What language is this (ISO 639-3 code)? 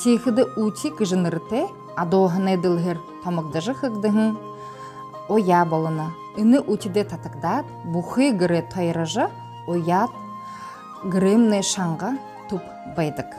bua